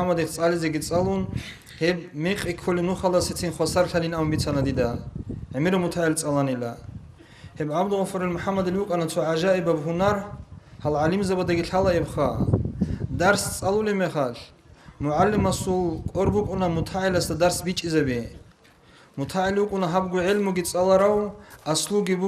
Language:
Avaric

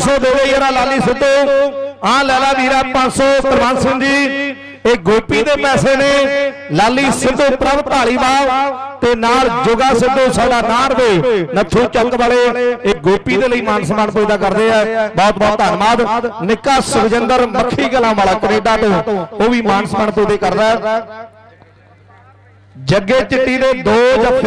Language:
Punjabi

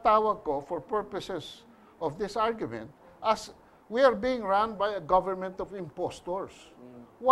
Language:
Filipino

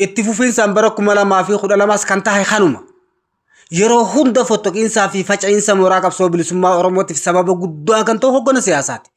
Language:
Oromo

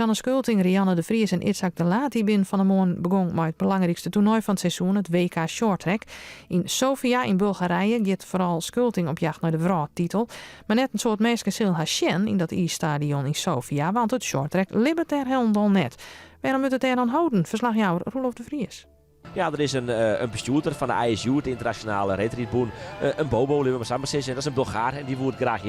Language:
Western Frisian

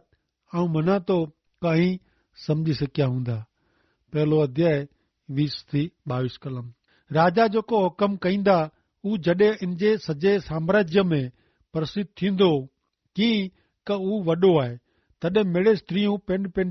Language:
Kachhi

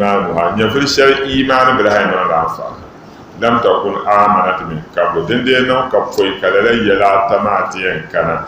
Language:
Dagbani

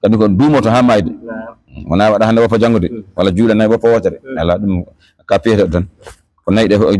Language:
Fula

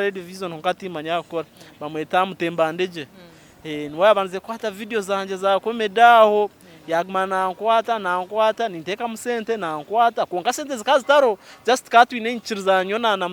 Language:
Nyankole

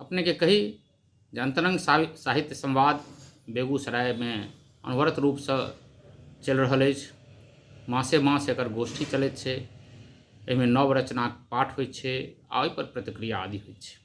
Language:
Maithili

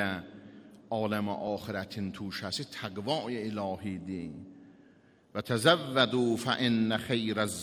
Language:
Azerbaijani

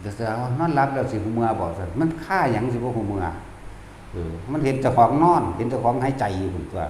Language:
Northeastern Thai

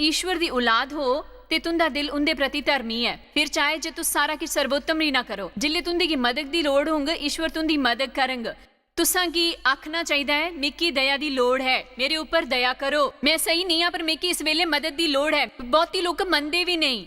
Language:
Dogri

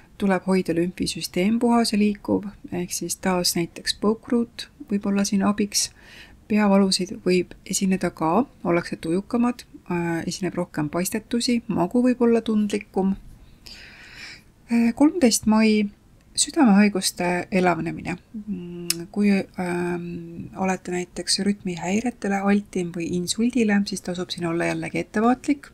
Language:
Estonian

